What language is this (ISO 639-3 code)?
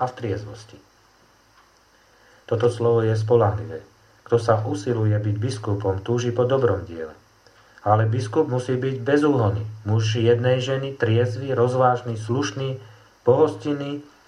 slk